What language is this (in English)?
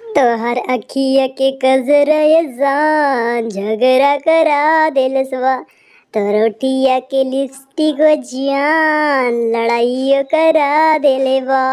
Bhojpuri